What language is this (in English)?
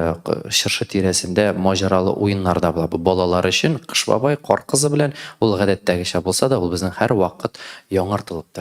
Tatar